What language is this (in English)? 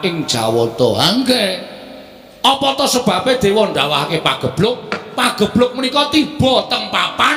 Javanese